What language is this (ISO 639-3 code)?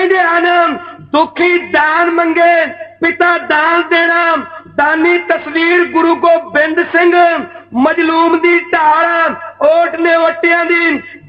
pan